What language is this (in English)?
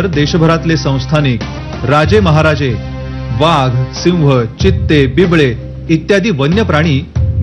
Marathi